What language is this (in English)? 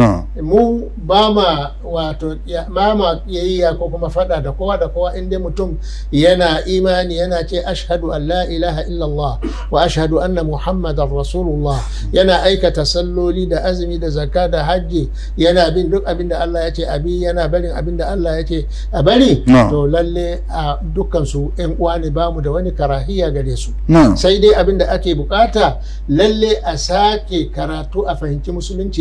Hausa